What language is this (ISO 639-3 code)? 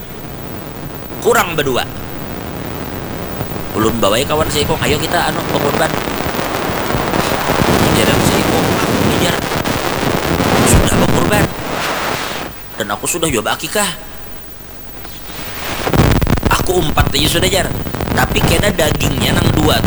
ind